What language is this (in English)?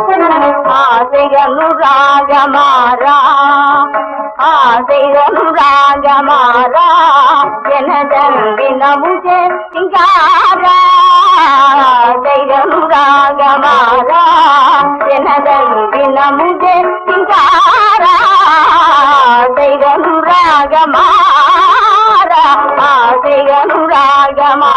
Tamil